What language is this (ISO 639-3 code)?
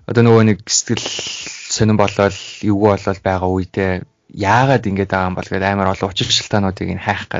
mon